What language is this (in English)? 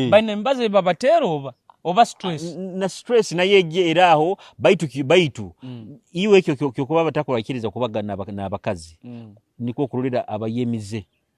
Nyoro